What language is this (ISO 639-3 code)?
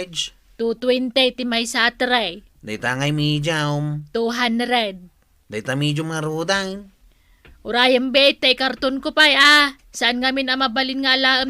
ilo